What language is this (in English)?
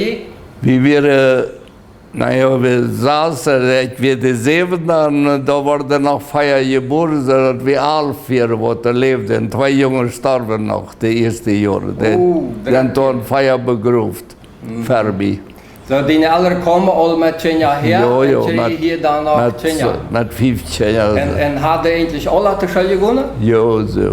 Plautdietsch